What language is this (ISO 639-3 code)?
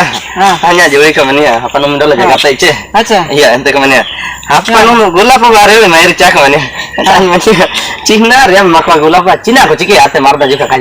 hoc